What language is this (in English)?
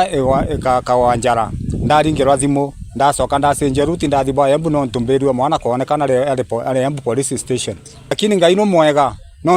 Meru